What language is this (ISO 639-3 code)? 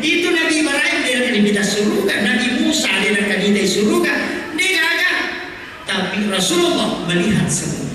bug